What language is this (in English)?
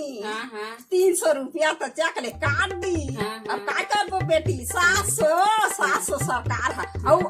Chhattisgarhi